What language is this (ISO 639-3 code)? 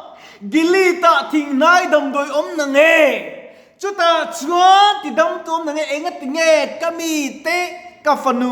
lus